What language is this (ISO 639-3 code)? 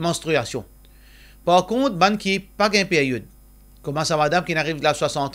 mfe